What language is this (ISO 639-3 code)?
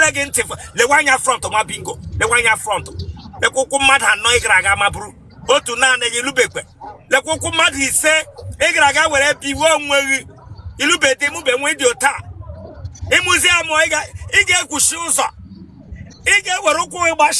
ibo